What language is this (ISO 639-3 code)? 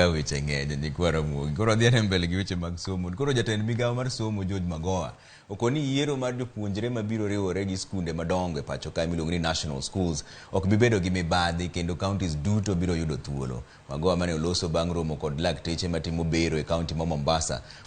luo